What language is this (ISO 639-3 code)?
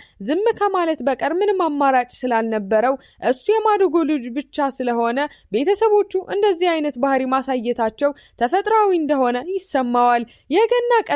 amh